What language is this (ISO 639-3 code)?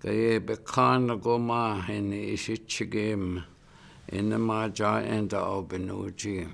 ciw